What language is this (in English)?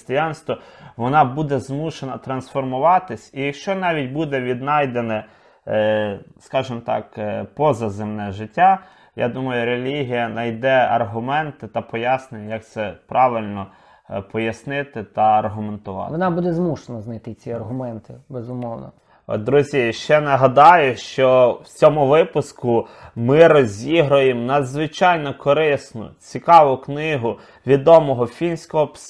Ukrainian